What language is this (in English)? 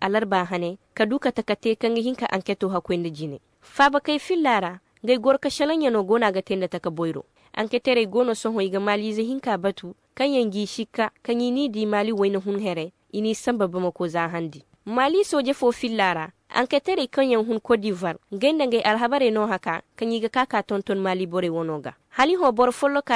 Koyraboro Senni